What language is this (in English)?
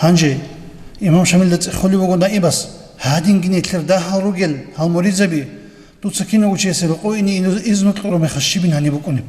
Avaric